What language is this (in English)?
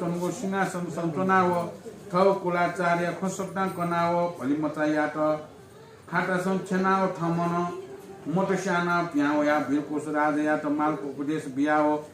Newari